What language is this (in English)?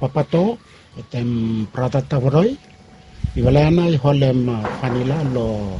Bislama